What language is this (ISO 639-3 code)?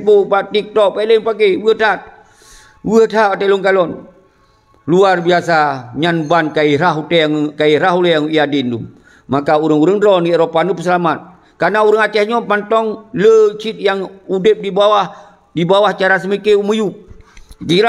ace